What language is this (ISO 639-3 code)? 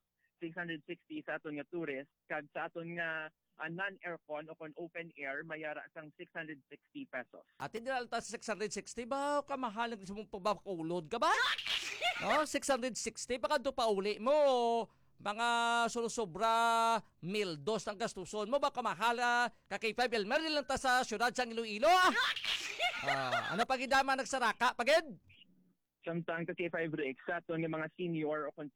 hil